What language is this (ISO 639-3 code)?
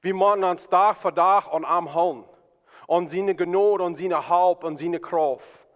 pdt